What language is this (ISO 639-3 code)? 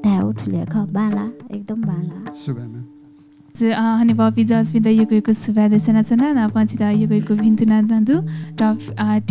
new